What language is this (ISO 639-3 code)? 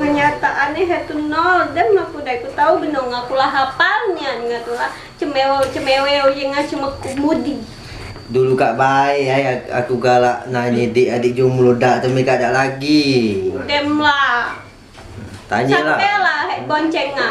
mui